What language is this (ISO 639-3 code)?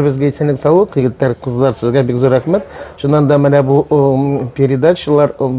tat